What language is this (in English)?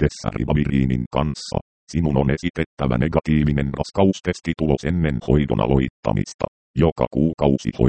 Finnish